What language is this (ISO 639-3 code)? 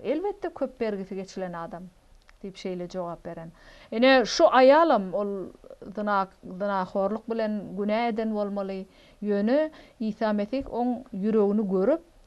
tuk